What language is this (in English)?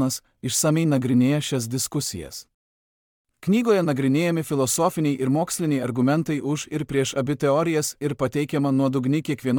Lithuanian